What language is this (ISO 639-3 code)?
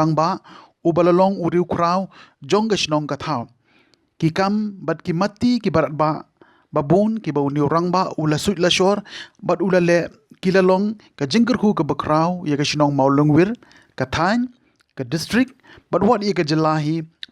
kha